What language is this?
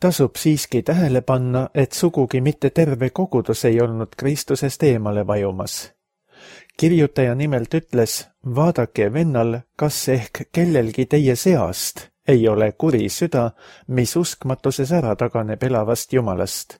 Estonian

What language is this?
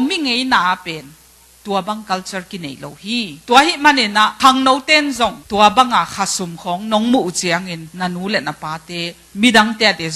Tedim Chin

